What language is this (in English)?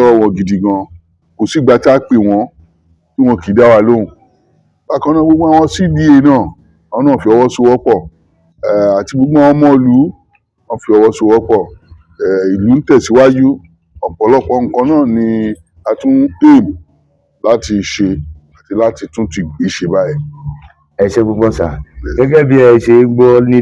Yoruba